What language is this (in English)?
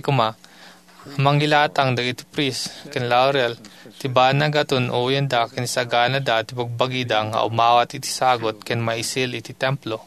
Iloko